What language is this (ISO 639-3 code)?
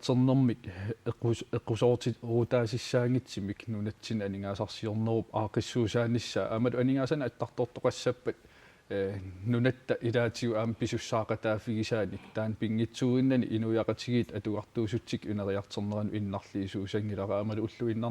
kal